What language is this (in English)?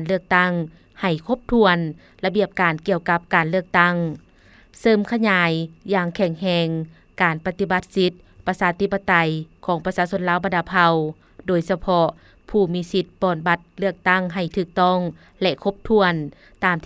Lao